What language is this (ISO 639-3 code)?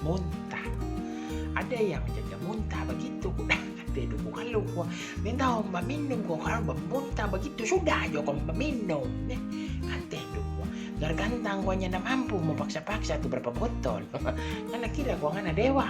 xmm